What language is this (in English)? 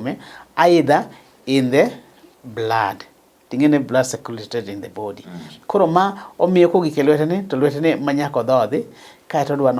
Luo (Kenya and Tanzania)